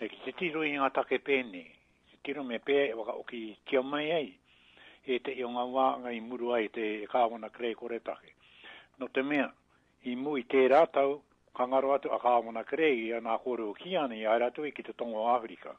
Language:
Māori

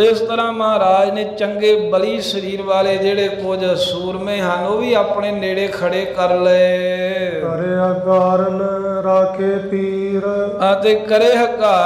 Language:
Punjabi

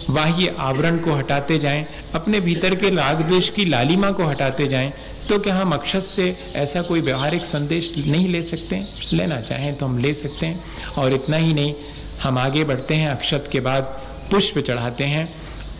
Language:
Hindi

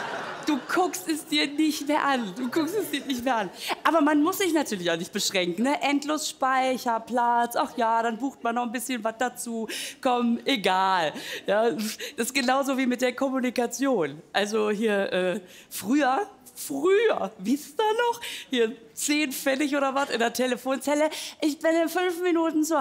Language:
German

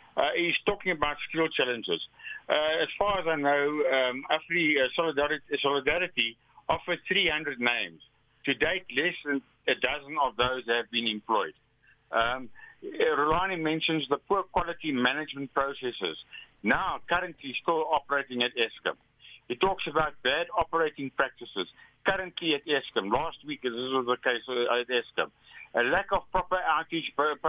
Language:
English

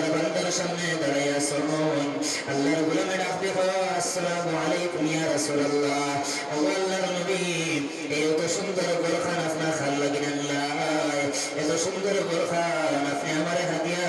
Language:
Sylheti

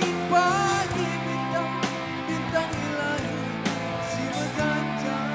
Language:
Batak Karo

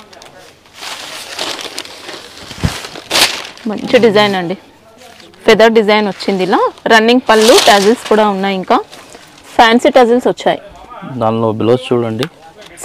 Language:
Telugu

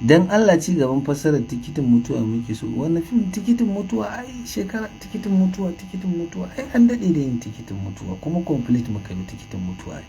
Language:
Hausa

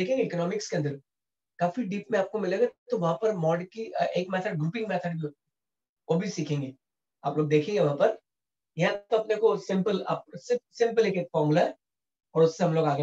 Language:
Hindi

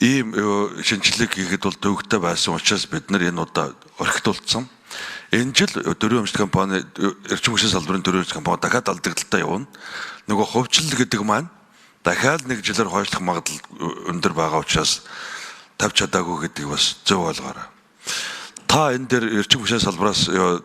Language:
Mongolian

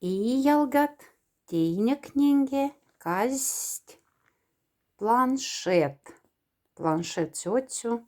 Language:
Moksha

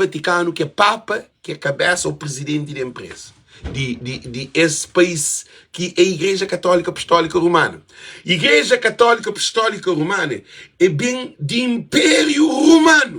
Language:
Kabuverdianu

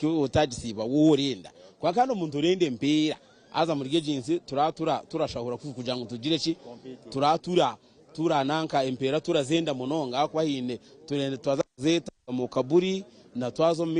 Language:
Nyankole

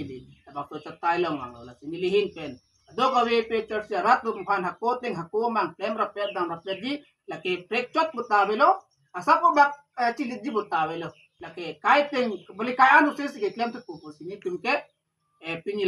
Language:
Karbi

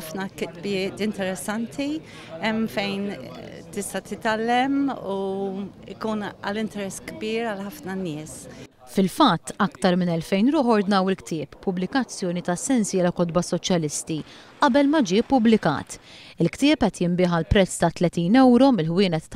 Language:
Maltese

